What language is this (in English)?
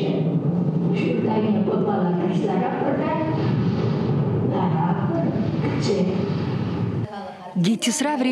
Chuvash